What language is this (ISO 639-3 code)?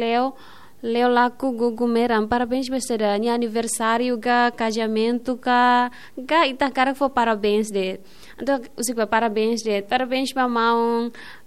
tet